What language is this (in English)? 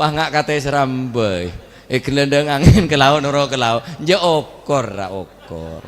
Madurese